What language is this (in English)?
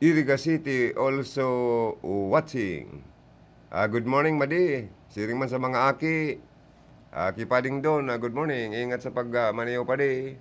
Bikol